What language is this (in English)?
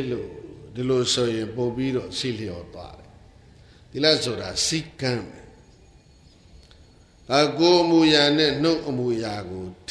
Burmese